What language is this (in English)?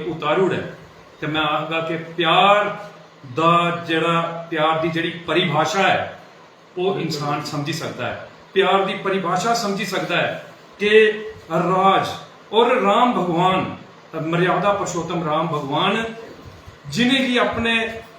Dogri